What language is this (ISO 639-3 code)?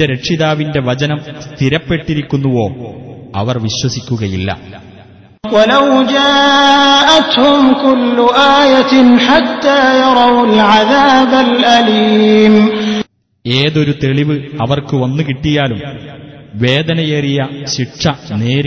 mal